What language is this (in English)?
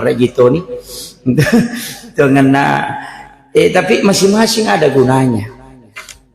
Buginese